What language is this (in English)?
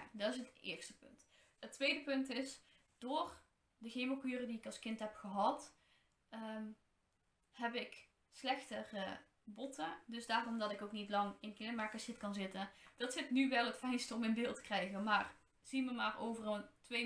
Dutch